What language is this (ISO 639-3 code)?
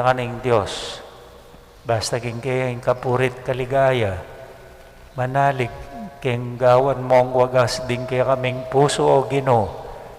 pam